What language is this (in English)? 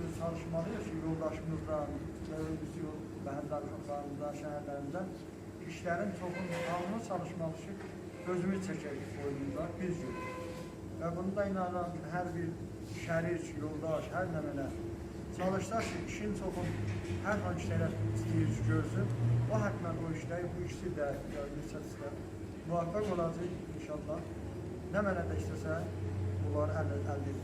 South Azerbaijani